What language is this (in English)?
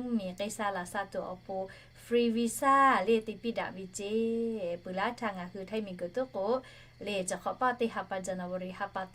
Lahu